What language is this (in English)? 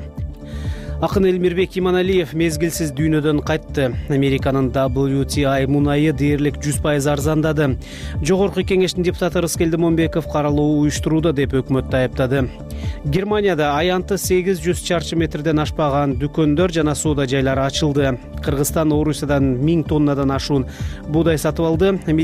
Kyrgyz